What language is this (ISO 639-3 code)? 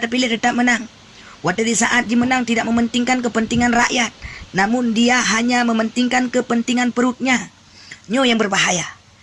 ace